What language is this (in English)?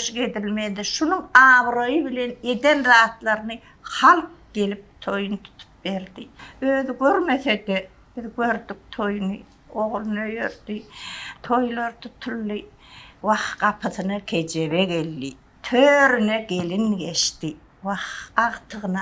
Turkmen